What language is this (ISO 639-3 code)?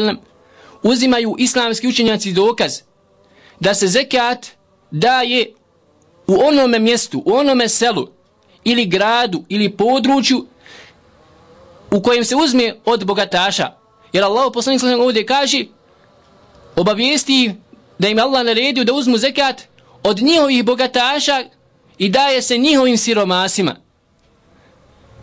bos